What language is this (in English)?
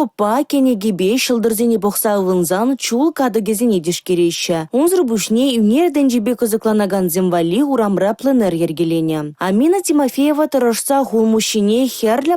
Chuvash